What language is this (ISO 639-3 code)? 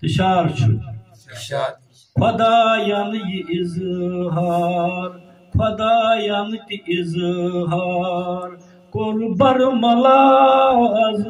kas